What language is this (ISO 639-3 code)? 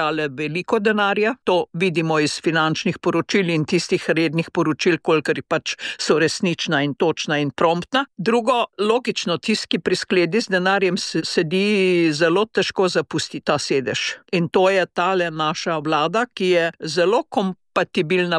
slv